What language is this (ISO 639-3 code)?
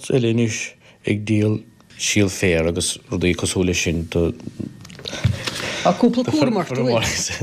gle